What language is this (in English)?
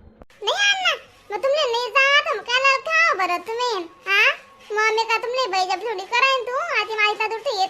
Khandesi